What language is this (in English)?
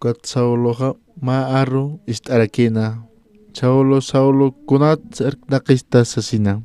Aymara